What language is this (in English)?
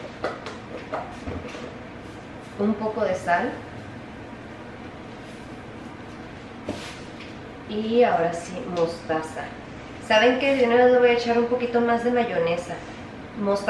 Spanish